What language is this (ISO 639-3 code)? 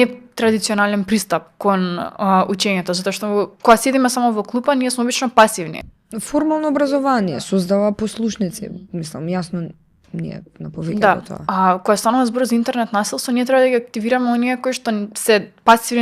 mkd